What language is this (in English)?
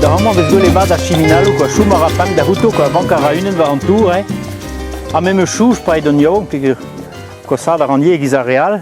Breton